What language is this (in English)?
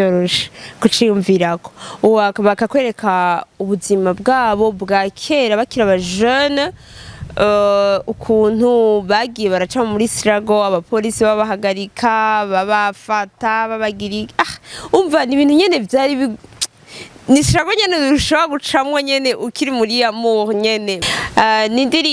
Rundi